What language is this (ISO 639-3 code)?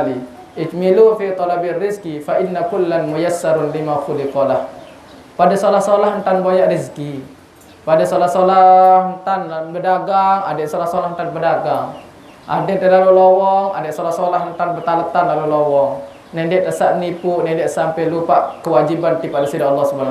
sas